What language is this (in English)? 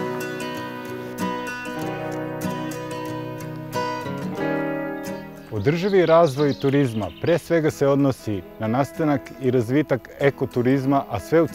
Serbian